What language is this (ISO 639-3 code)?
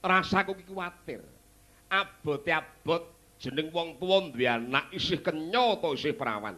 jav